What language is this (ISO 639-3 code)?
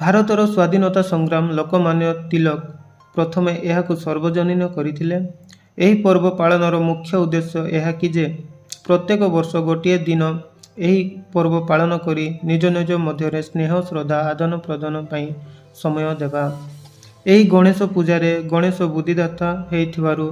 ori